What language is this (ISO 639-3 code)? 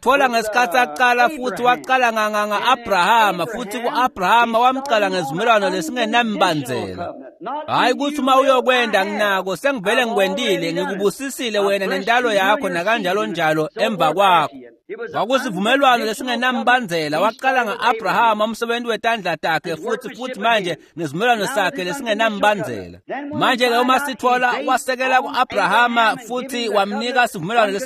ssw